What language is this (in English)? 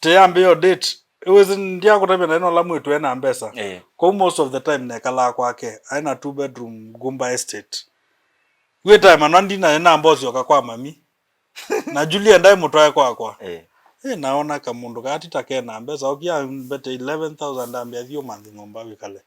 Kamba